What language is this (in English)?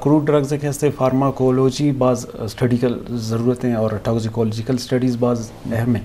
Eastern Balochi